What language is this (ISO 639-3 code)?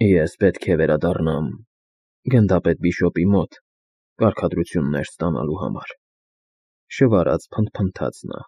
hye